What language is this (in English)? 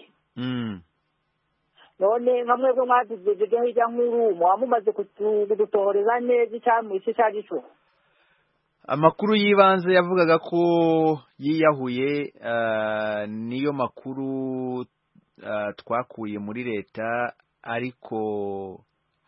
Kinyarwanda